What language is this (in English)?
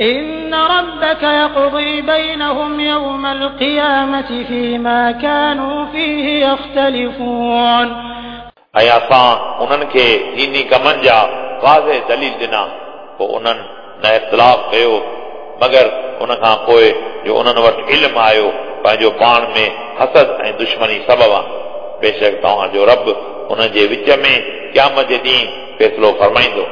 Sindhi